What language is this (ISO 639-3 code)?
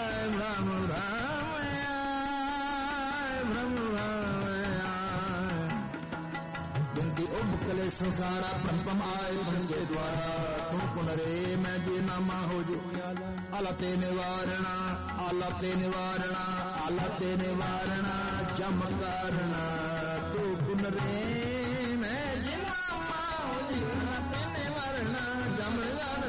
pan